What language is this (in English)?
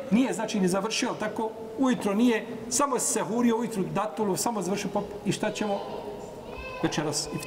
Bosnian